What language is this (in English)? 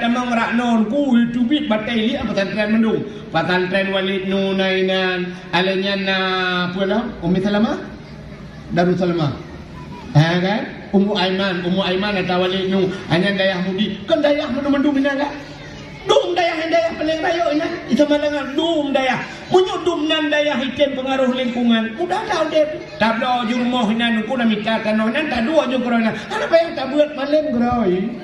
Achinese